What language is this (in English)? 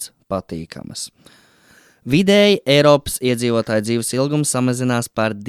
Latvian